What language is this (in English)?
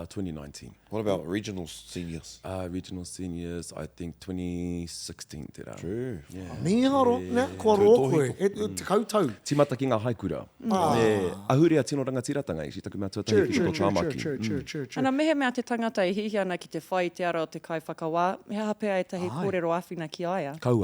Māori